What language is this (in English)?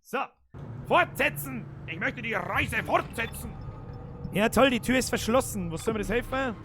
Bavarian